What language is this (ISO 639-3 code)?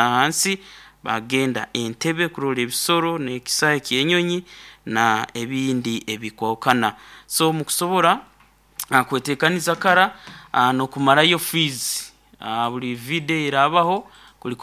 nyo